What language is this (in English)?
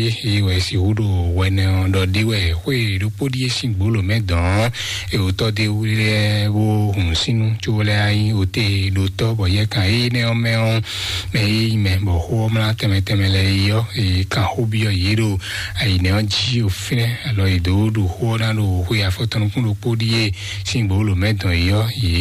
Fon